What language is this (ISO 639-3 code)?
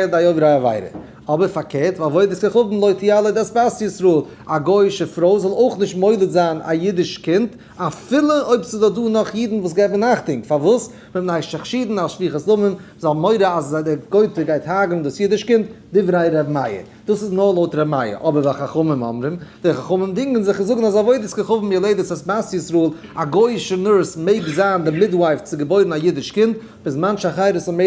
yid